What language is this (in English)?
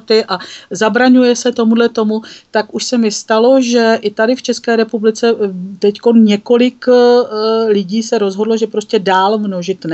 Czech